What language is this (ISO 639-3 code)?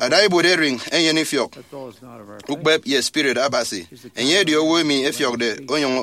efi